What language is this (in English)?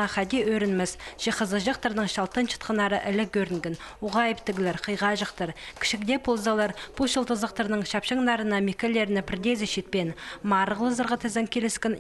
Khakas